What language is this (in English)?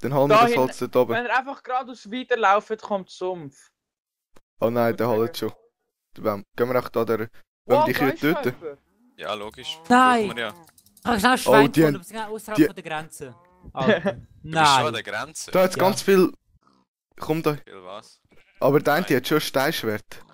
Swiss German